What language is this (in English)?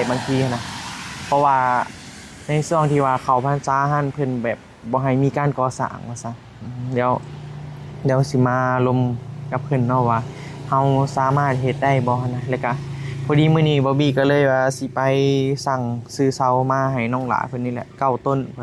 Northeastern Thai